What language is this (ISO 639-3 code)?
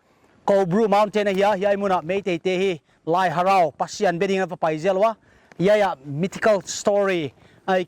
pck